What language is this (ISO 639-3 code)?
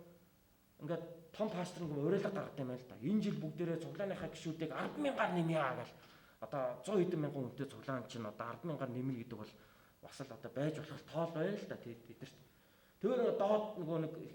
mon